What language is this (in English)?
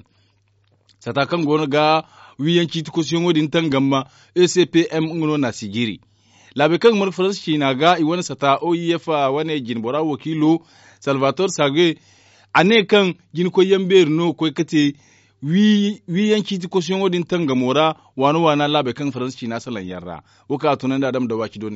Zarma